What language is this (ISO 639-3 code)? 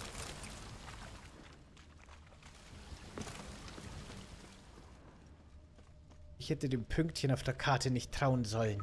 deu